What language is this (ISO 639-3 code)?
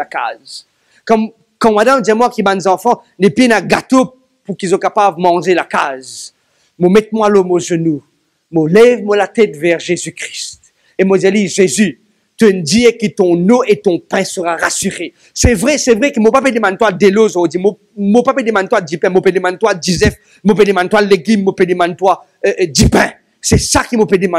mfe